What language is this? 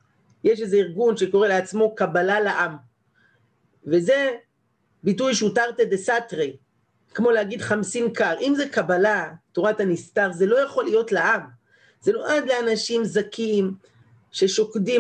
Hebrew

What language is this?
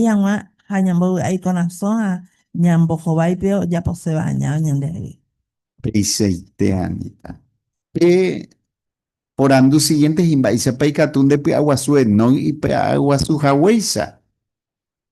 Guarani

